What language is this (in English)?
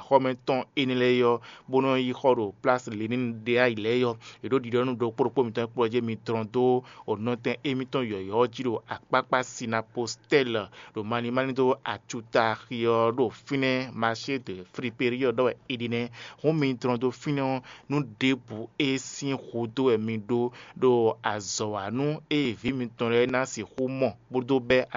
Fon